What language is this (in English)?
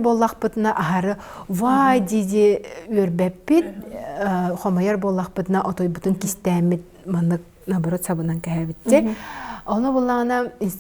Yakut